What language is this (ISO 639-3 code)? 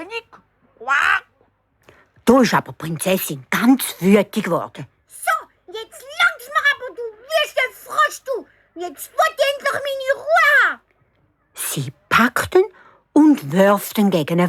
gsw